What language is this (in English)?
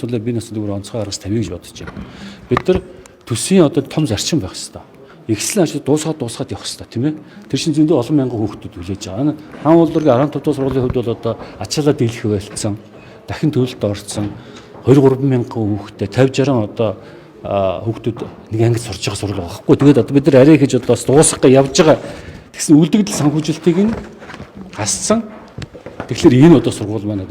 Mongolian